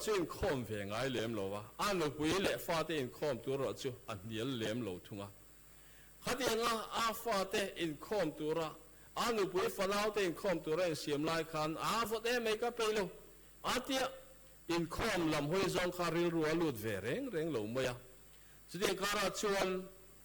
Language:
Mizo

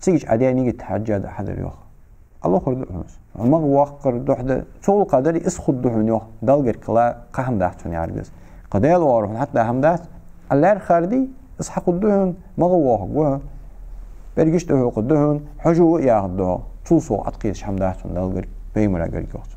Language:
Ingush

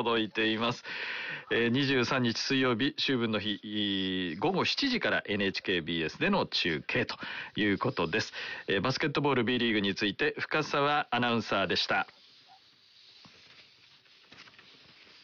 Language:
Japanese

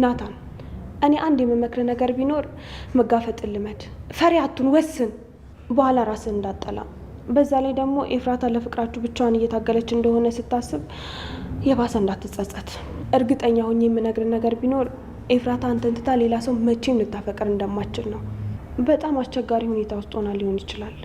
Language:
Amharic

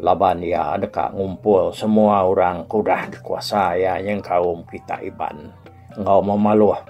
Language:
Iban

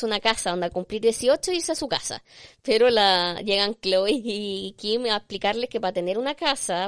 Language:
Spanish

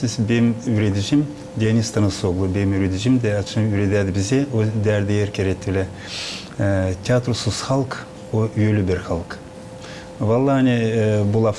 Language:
Gagauz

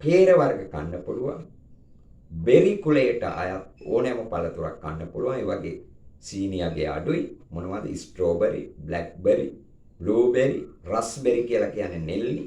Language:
Sinhala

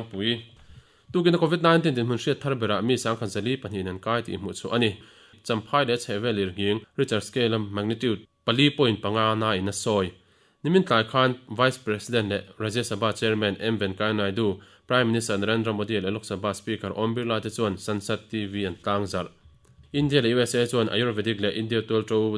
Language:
Mizo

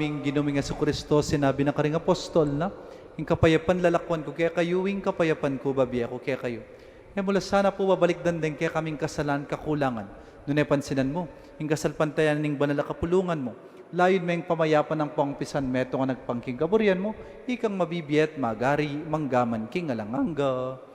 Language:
Pampanga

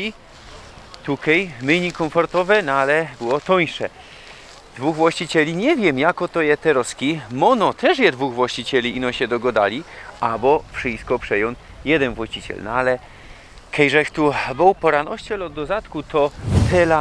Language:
Silesian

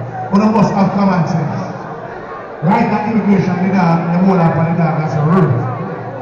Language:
Jamaican Creole English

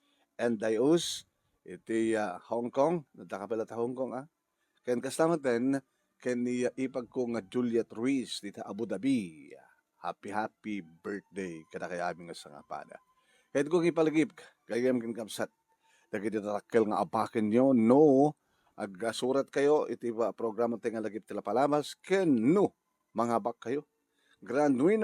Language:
Iloko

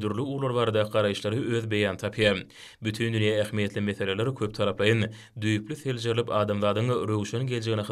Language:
Turkmen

